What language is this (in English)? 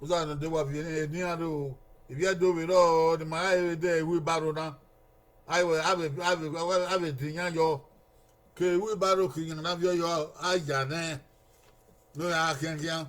Bini